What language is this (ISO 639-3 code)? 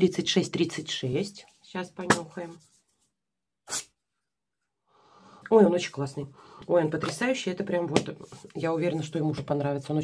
rus